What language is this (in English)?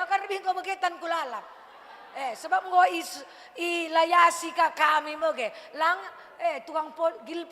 Batak Karo